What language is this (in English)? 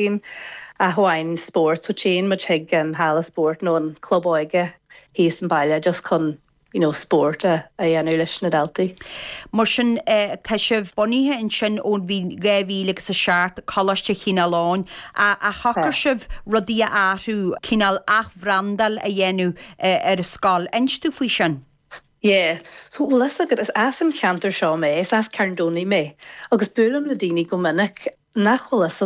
Irish